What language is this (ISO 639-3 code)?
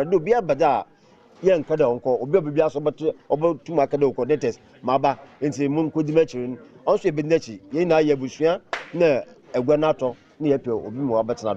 aka